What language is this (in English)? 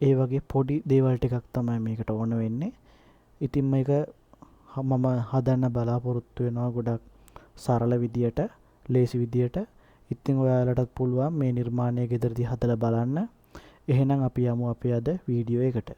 Sinhala